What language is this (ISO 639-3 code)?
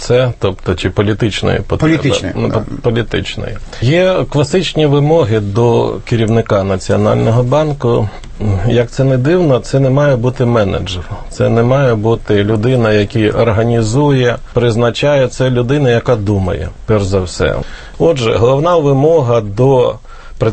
ukr